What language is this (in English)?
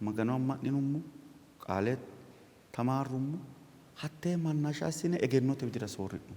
Sidamo